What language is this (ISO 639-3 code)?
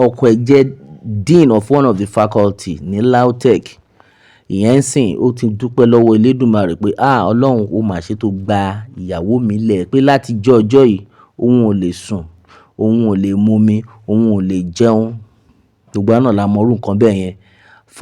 yor